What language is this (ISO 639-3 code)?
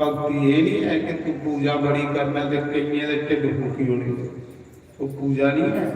doi